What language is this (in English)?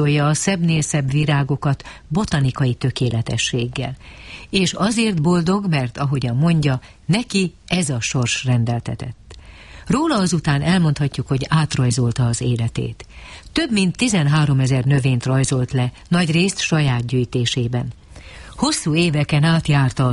Hungarian